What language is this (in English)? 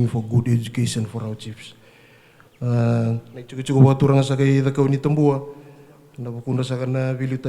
Fijian